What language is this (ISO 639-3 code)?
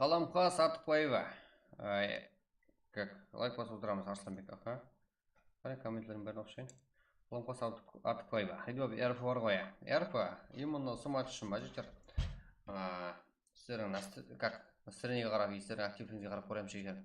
kaa